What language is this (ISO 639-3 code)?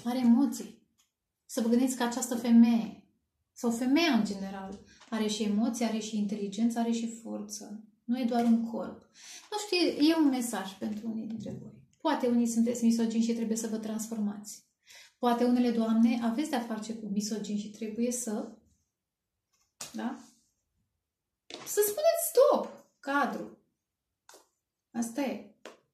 ron